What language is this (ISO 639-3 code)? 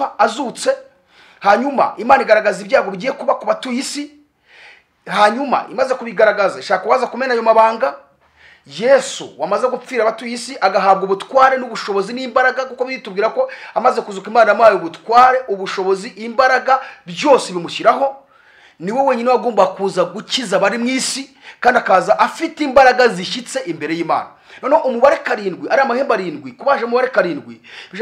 kin